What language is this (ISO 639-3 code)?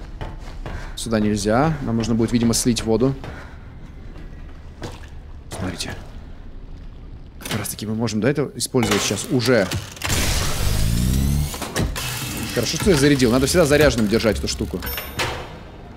rus